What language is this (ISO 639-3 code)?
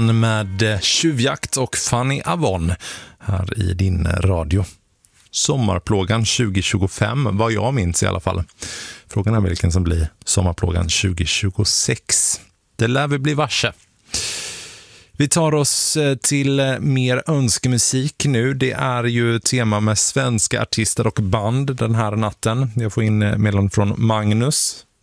swe